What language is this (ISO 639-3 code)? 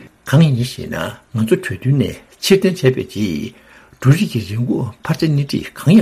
bod